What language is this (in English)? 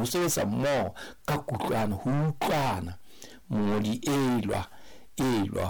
Southern Sotho